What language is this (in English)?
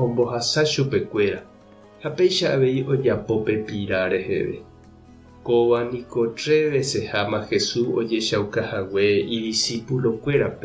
Guarani